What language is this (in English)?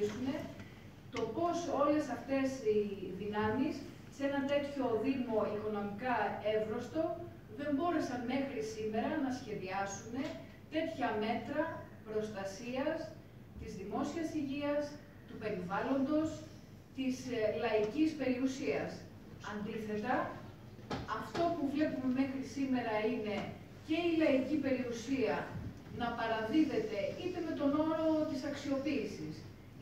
Greek